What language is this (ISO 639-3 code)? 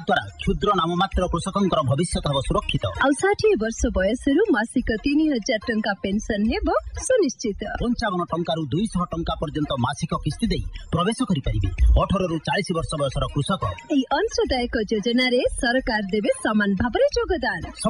ori